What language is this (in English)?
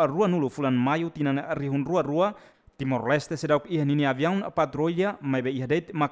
Tetum